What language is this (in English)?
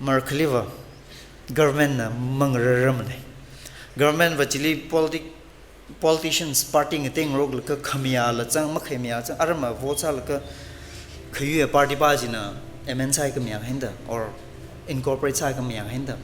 Tangkhul Naga (India)